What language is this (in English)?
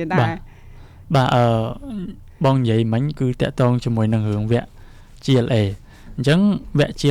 Khmer